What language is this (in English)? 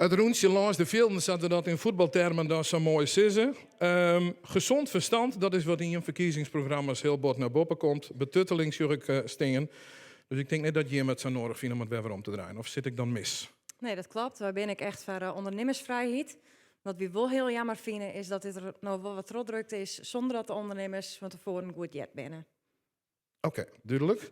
Western Frisian